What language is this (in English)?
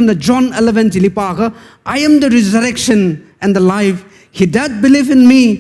Tangkhul Naga (India)